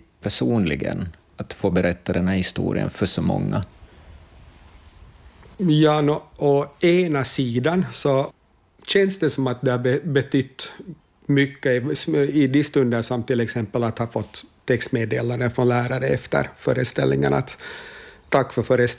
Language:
Swedish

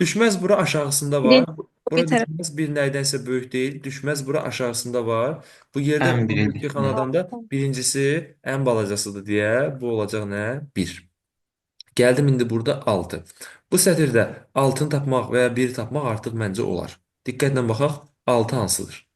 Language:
Azerbaijani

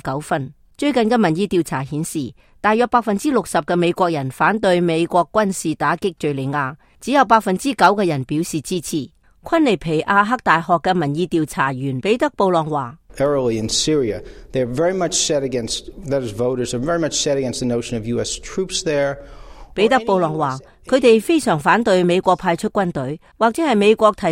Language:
Cantonese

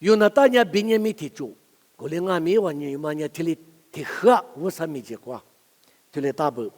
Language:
Lisu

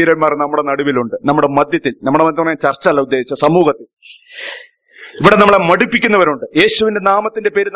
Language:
Malayalam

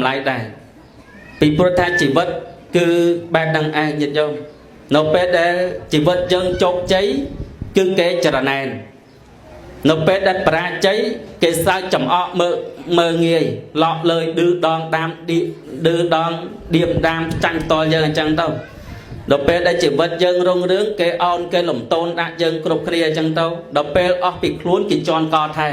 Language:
Khmer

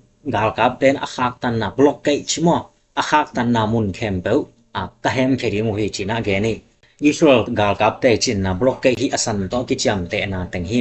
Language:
Tedim Chin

